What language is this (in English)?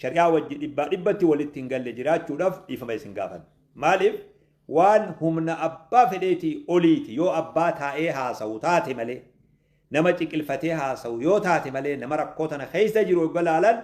Oromo